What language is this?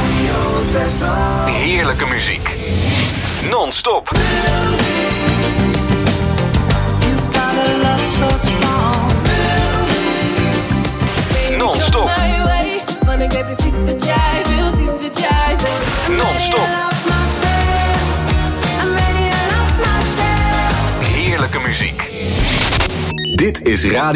Dutch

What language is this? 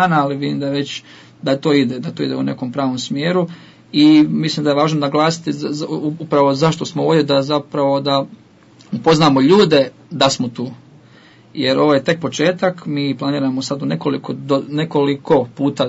Croatian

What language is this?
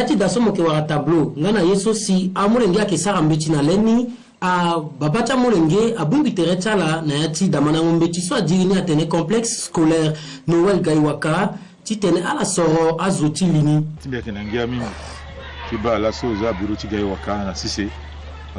Sango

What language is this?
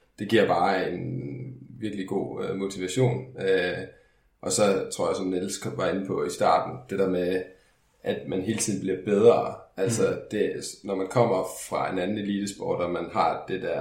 Danish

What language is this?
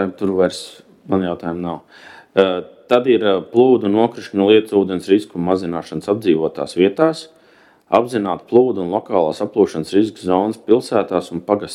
Latvian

